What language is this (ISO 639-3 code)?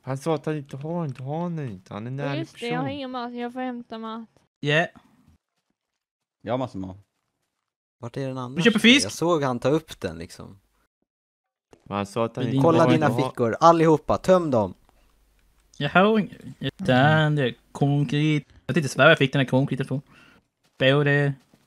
swe